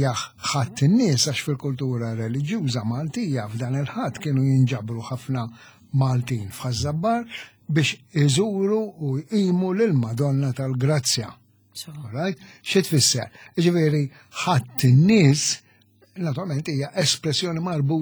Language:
Maltese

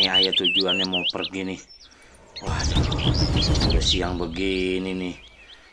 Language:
Betawi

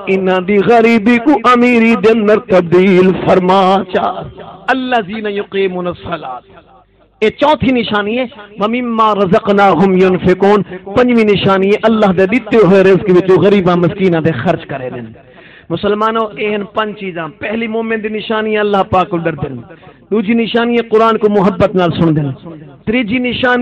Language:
Saraiki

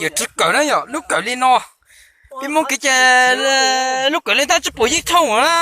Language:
Hmong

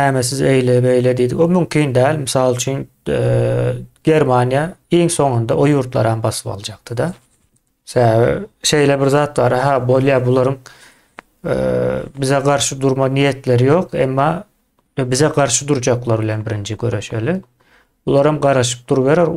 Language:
Turkmen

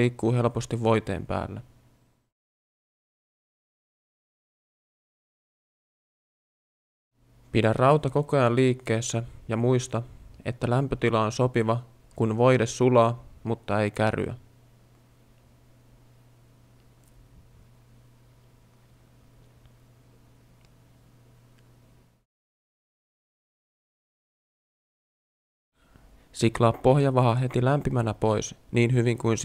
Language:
Finnish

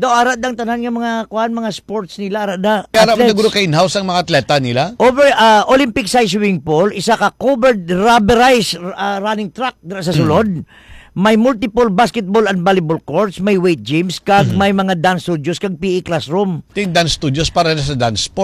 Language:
Hiligaynon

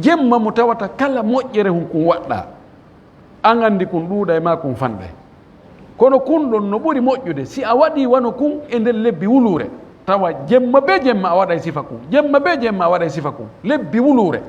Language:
Fula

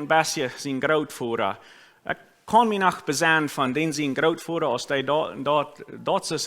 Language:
Plautdietsch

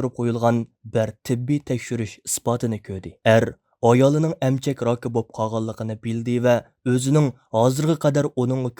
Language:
Uyghur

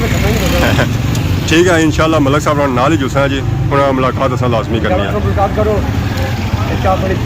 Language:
Pahari-Potwari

